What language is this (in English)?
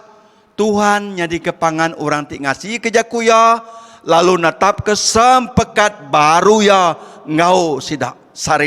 Iban